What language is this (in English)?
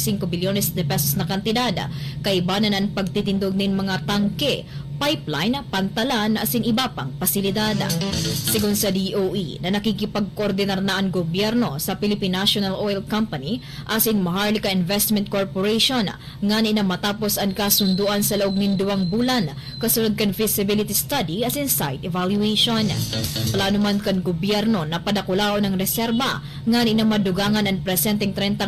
Bikol